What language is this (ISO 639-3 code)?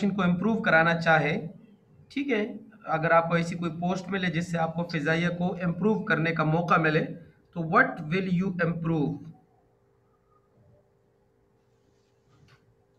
hin